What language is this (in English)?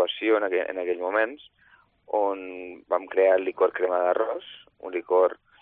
Catalan